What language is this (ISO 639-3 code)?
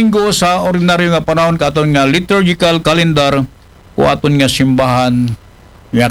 akl